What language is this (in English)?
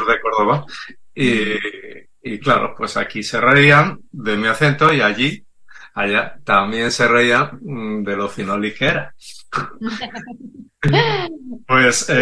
Spanish